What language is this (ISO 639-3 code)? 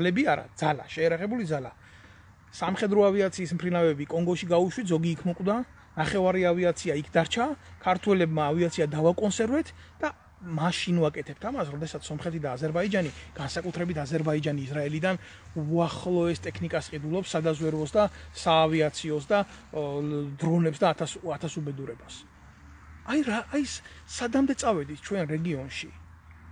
kat